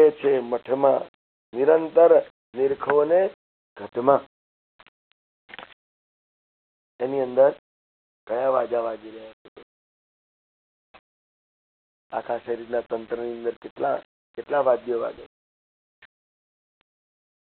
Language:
Gujarati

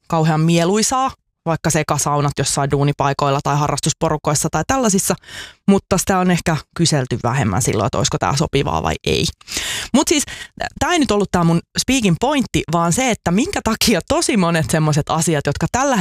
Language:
Finnish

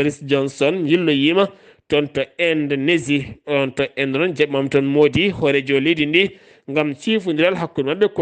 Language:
Fula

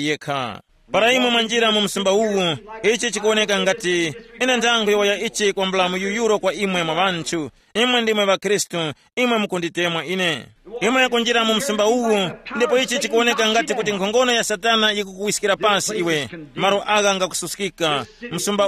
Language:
Tumbuka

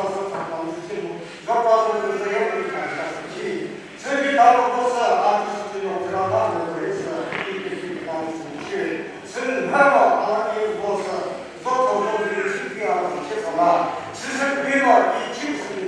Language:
Chokri Naga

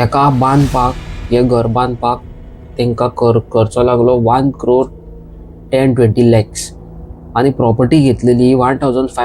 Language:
Konkani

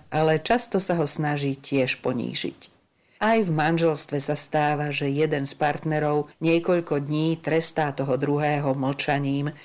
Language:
Slovak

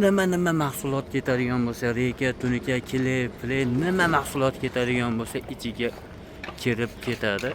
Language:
Uzbek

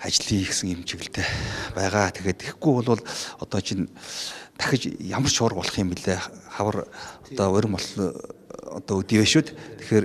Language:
Mongolian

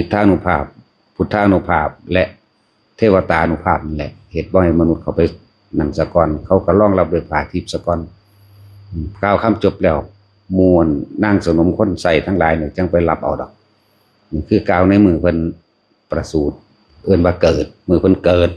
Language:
Northeastern Thai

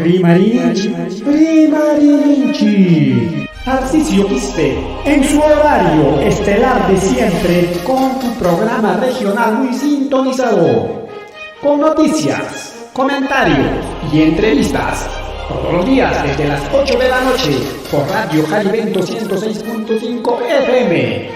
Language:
Ayacucho Quechua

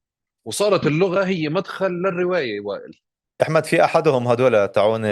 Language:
North Levantine Arabic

